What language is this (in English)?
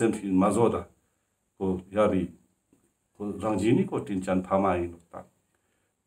Ladakhi